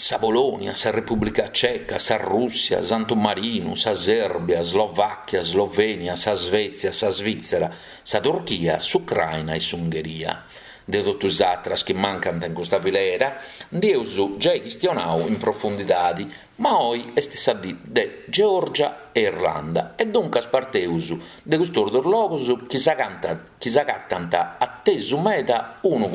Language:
Sardinian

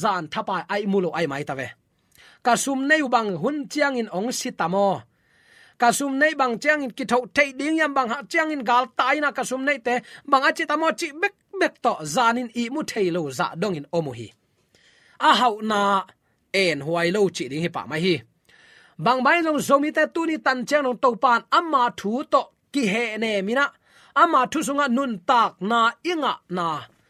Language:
Tedim Chin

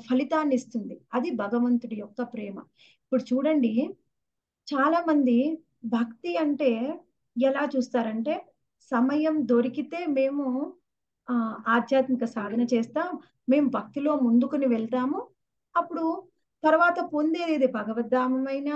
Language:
Telugu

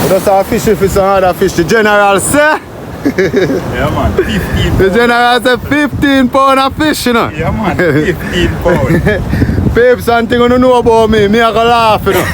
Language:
Jamaican Creole English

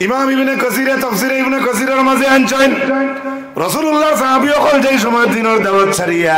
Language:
Sylheti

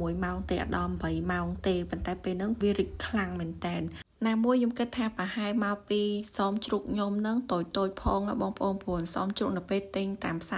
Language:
Khmer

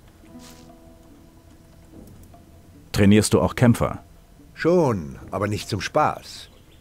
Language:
German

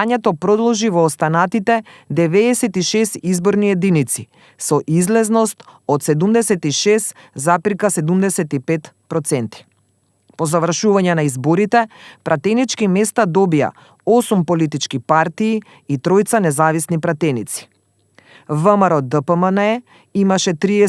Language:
Macedonian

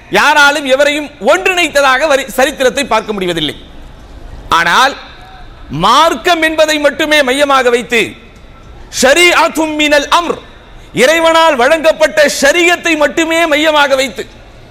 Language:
Tamil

